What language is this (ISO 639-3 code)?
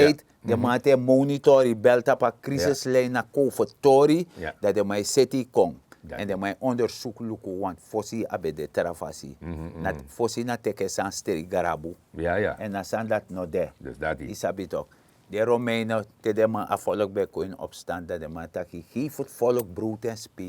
srn